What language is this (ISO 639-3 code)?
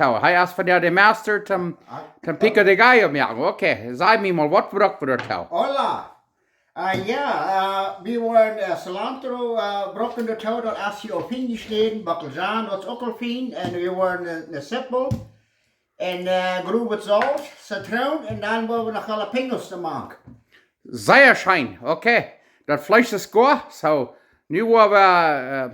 pdt